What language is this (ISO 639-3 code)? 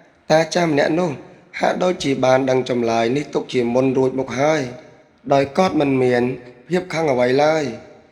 khm